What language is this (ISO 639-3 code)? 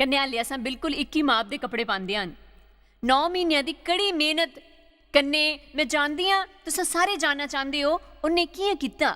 doi